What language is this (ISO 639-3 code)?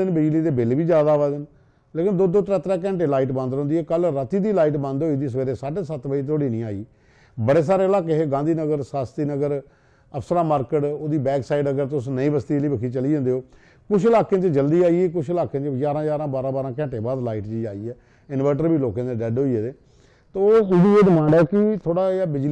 doi